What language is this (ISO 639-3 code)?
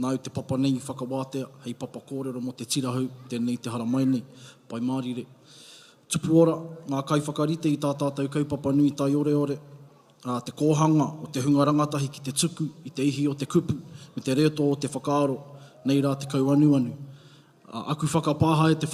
mri